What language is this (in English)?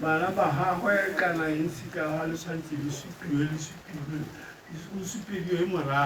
Tswana